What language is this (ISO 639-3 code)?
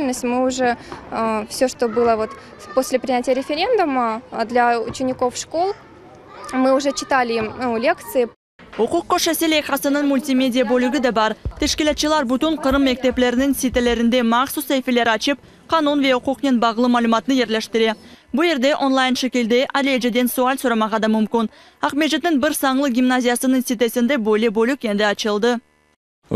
crh